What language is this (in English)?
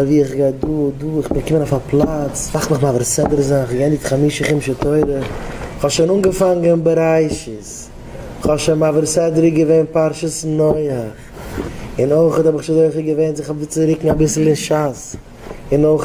Yiddish